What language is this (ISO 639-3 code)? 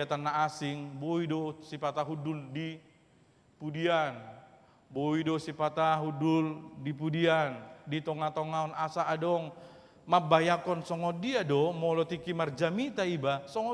bbc